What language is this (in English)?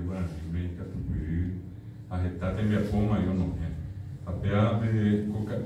Guarani